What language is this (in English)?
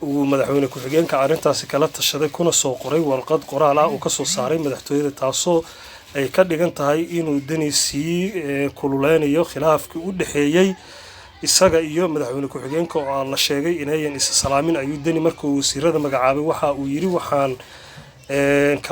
Somali